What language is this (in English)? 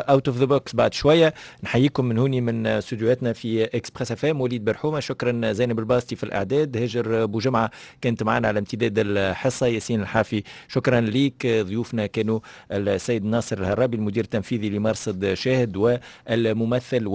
Tunisian Arabic